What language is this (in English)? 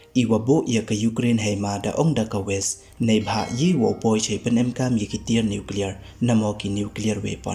Pnar